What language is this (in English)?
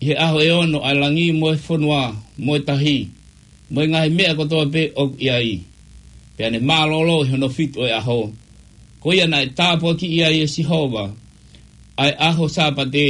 Tongan